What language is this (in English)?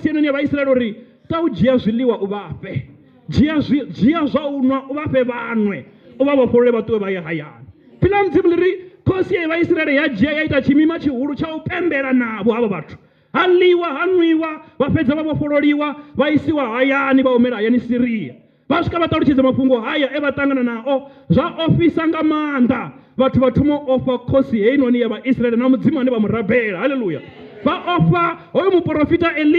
Venda